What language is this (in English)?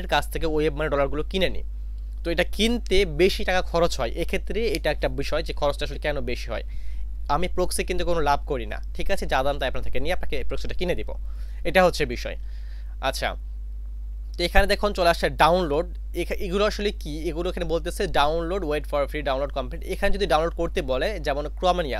Bangla